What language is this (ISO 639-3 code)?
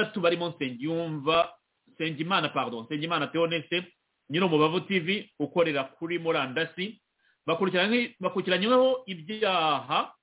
kin